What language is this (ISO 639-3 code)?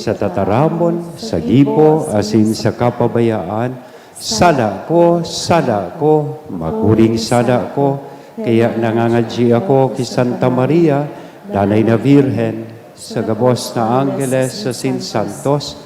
bik